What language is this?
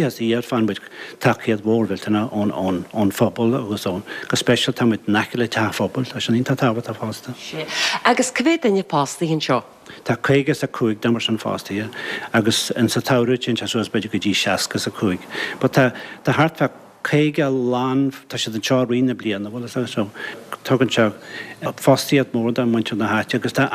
Irish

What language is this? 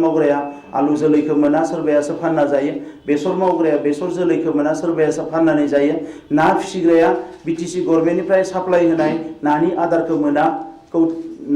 Bodo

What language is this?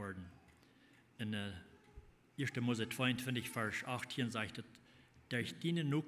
Plautdietsch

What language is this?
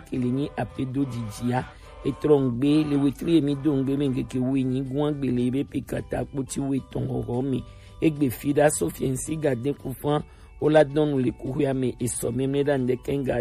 Gen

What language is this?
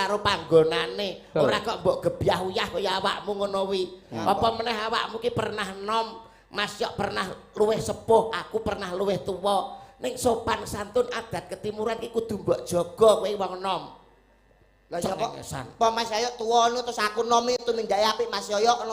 Javanese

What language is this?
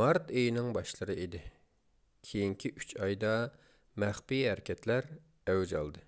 Uyghur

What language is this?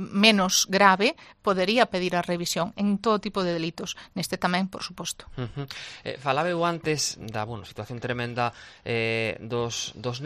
Galician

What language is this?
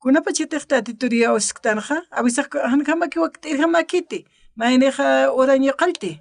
Aymara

